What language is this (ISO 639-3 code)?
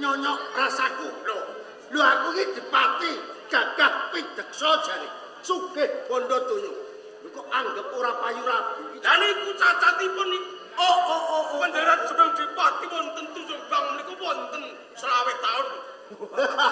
jav